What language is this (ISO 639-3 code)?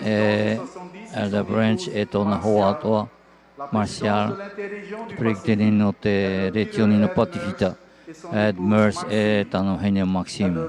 tah